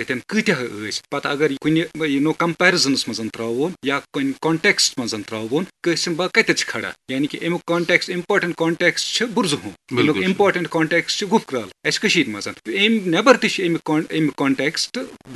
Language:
Kashmiri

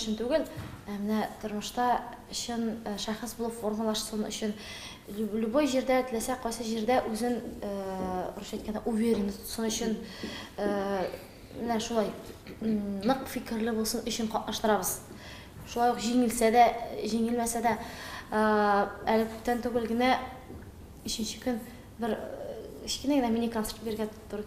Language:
Tatar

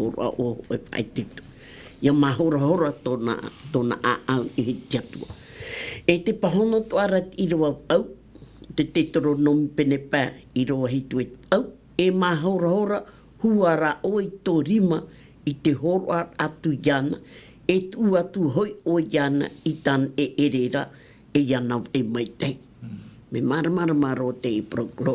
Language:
Tahitian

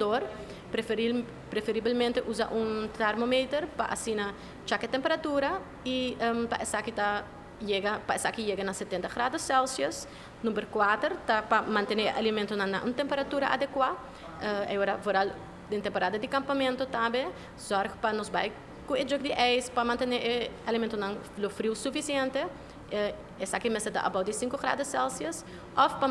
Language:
Papiamento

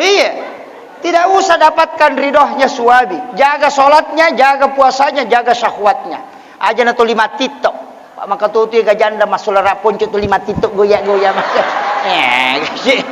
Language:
Buginese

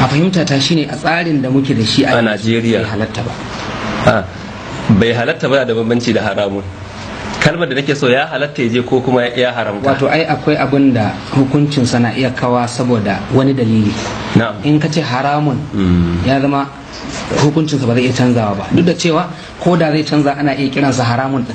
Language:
Hausa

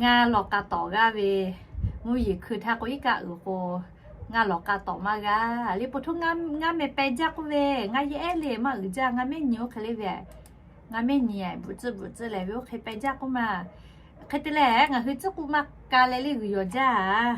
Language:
Lahu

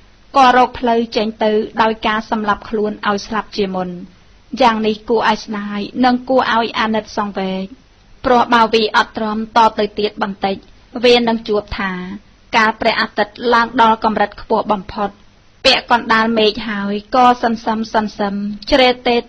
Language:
Khmer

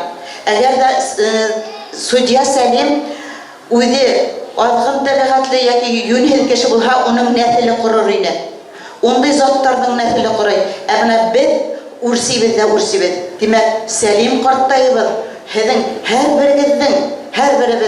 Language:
Bashkir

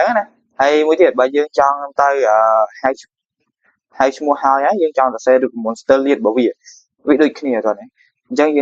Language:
Khmer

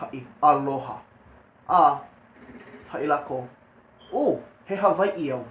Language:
Hawaiian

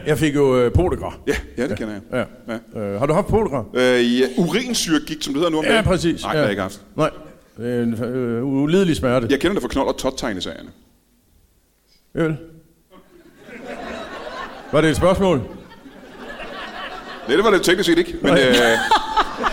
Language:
Danish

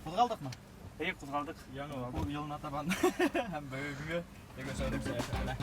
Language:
Bashkir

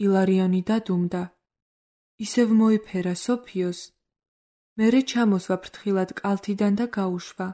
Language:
Georgian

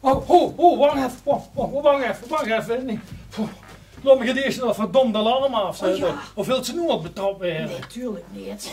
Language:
Limburgish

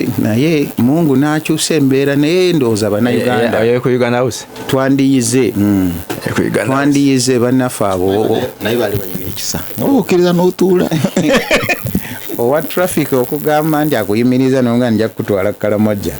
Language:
Ganda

